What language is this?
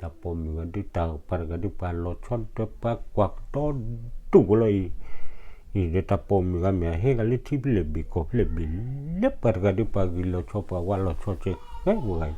S'gaw Karen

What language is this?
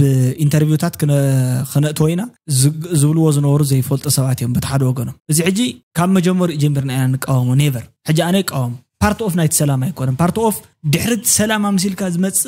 Tigrinya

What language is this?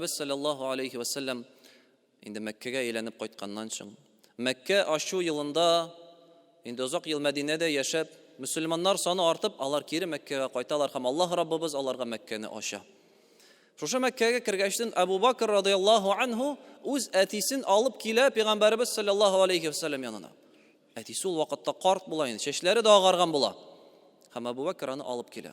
Tatar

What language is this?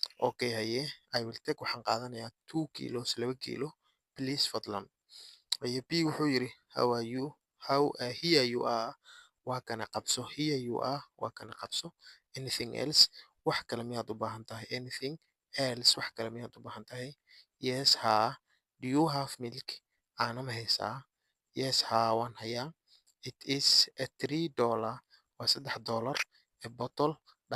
Somali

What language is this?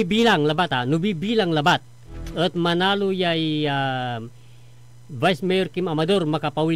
Pangasinan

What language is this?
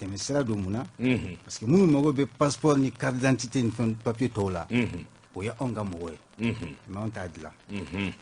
Bambara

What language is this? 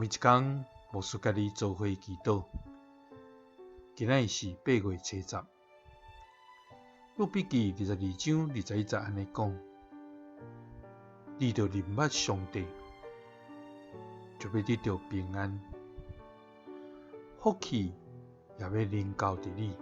Min Nan Chinese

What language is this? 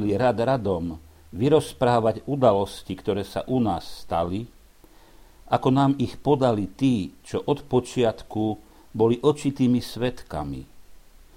Slovak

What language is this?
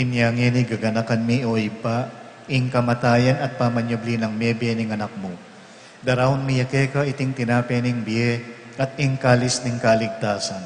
Pampanga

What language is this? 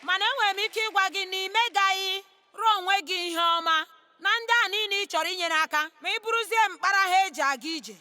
Igbo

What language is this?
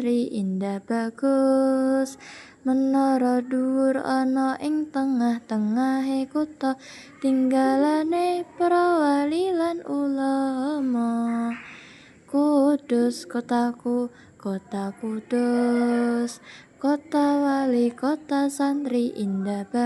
Javanese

